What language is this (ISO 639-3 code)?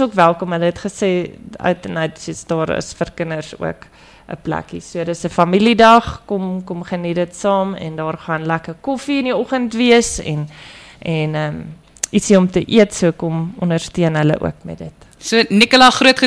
afr